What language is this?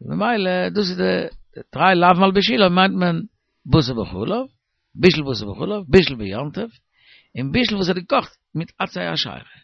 Yiddish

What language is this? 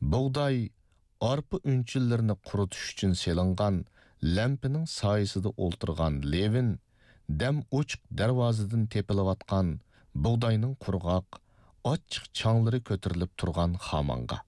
Uyghur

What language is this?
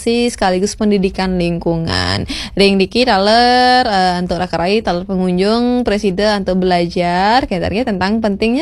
Balinese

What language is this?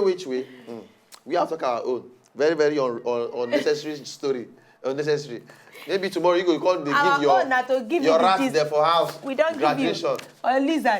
Nigerian Pidgin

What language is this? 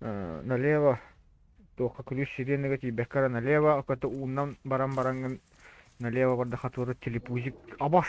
Yakut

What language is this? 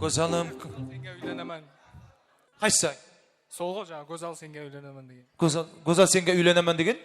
Kara-Kalpak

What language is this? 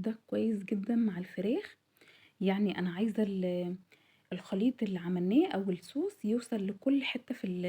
Egyptian Arabic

